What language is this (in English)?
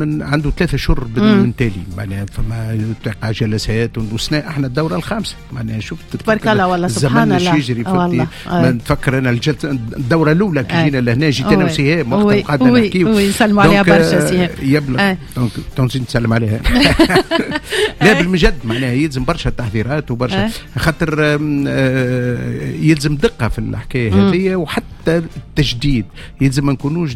Tunisian Arabic